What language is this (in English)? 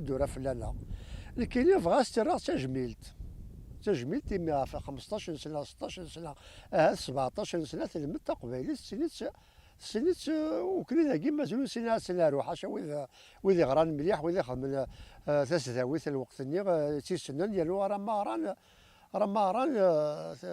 Kabyle